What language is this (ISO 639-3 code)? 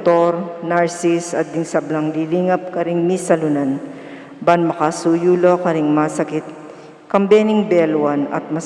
pam